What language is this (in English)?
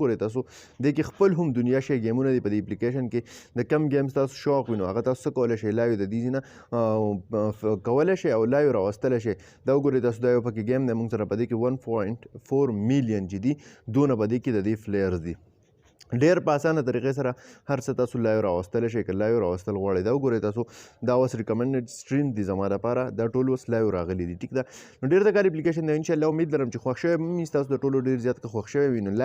Pashto